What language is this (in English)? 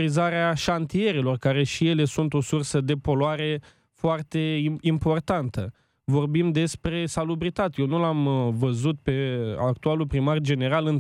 Romanian